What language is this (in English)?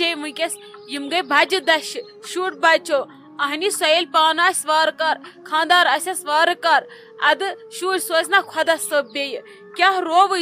Kashmiri